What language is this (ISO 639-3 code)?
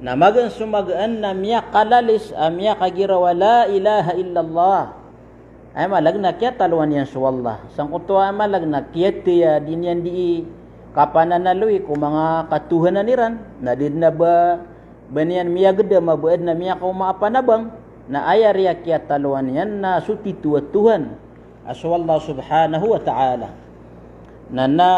mrw